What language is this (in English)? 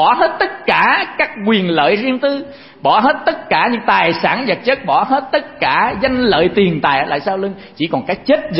Vietnamese